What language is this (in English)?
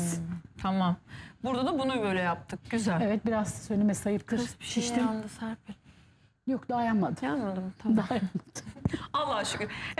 Turkish